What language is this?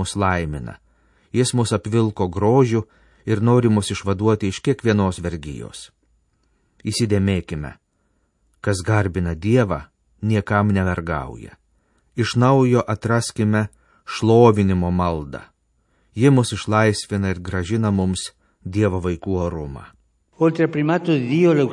Lithuanian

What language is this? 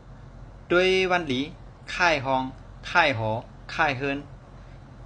Shan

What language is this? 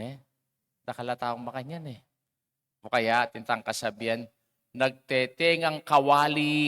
Pampanga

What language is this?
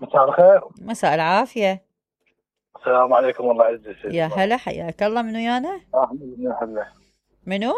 Mesopotamian Arabic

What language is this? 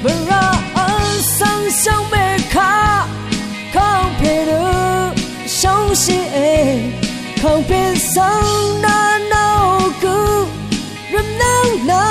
Rawang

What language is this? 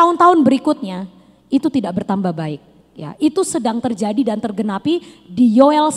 Indonesian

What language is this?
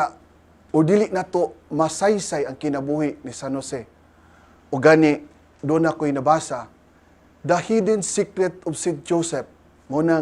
Cebuano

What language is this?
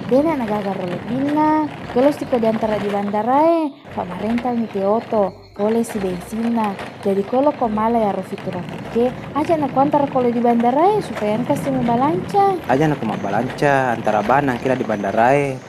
Buginese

